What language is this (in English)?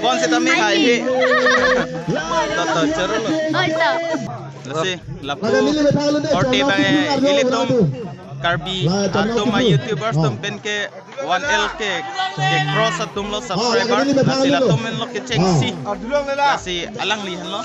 Karbi